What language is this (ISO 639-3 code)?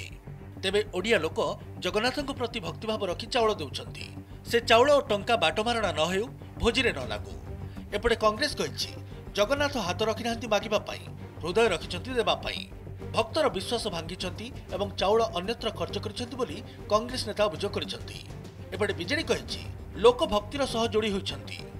ori